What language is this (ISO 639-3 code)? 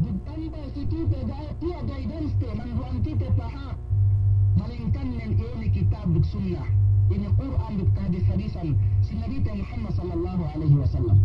yka